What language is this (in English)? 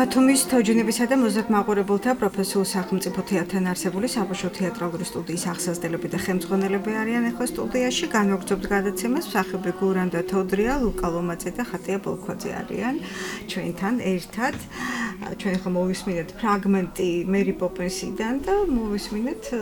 Georgian